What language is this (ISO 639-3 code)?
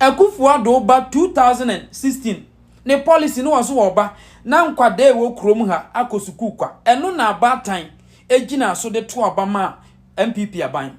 aka